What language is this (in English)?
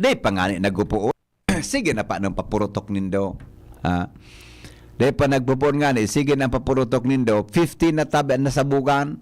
Bikol